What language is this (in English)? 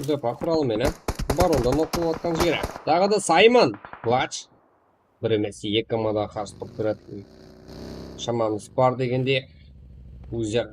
Kara-Kalpak